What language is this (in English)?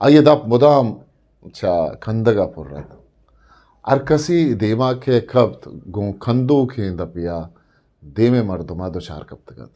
Eastern Balochi